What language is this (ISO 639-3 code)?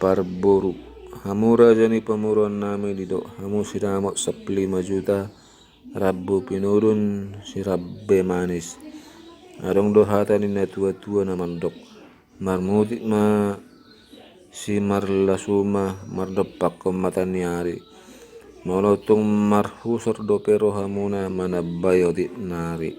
bbc